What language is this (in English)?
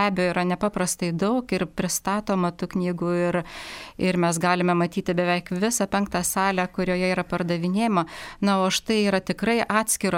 Lithuanian